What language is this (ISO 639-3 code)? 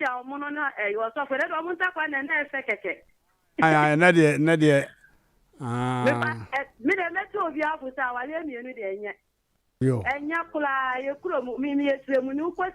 aka